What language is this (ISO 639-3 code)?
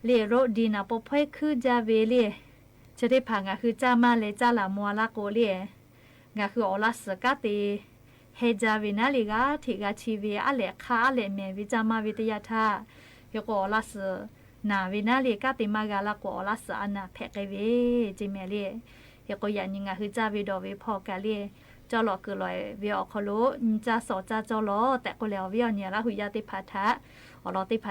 lhu